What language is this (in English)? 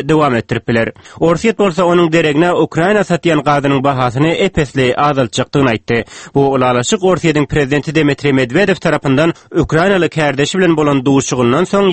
Turkmen